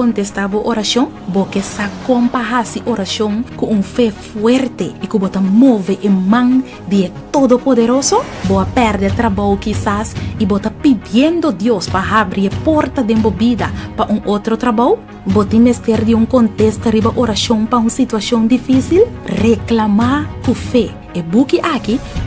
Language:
Papiamento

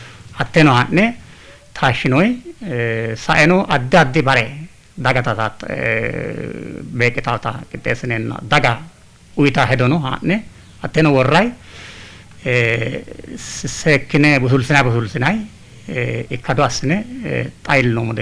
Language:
Sidamo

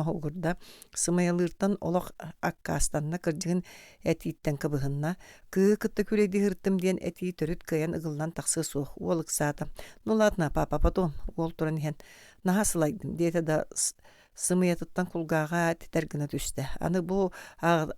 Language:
Yakut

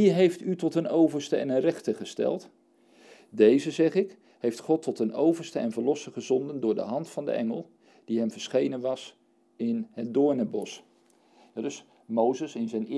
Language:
Dutch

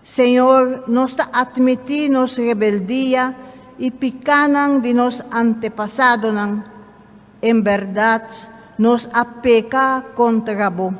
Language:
Papiamento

